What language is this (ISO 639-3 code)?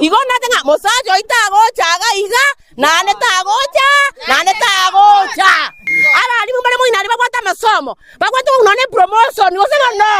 guz